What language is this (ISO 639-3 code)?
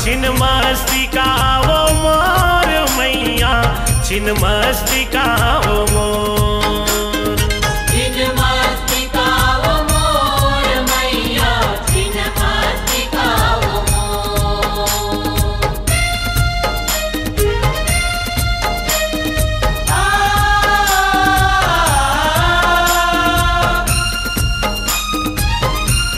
hne